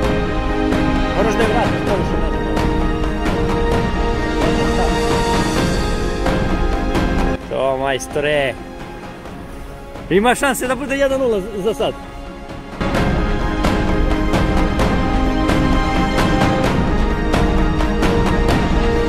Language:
Serbian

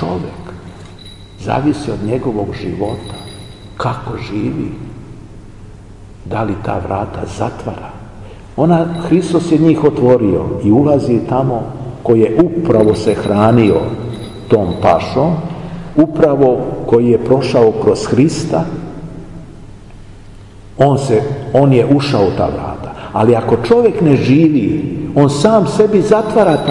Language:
Serbian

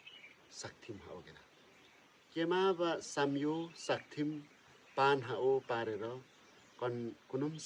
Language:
Limbu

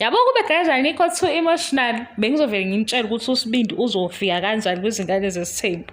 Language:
Zulu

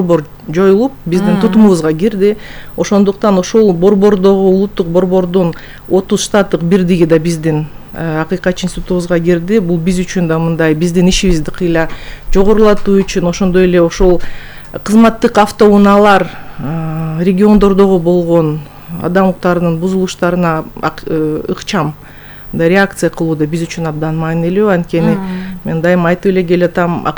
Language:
Kyrgyz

